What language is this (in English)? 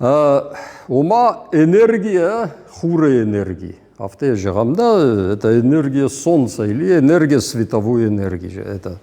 Ossetic